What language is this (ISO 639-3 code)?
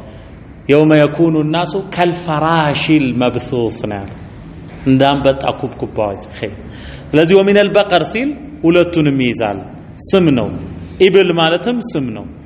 amh